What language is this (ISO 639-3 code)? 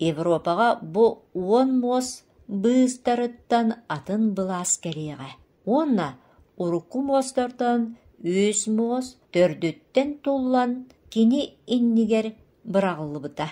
sah